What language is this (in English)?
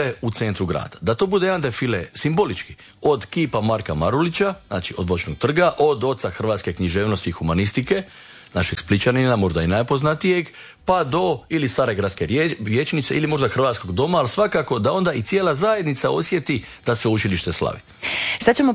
Croatian